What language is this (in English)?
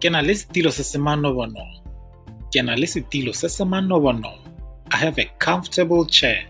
Tswana